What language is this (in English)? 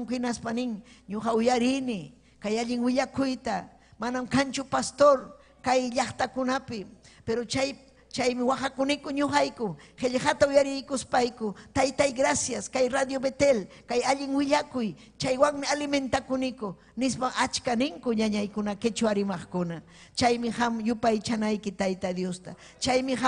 Ayacucho Quechua